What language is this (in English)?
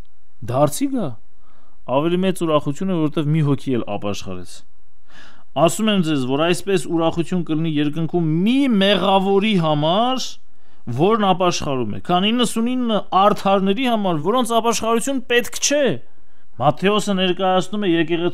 Armenian